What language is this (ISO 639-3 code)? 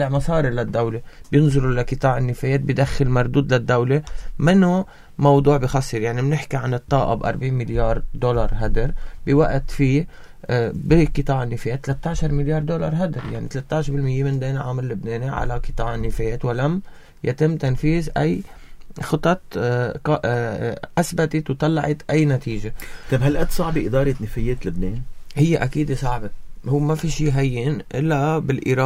apc